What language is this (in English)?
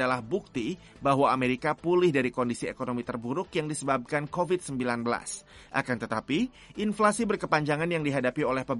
Indonesian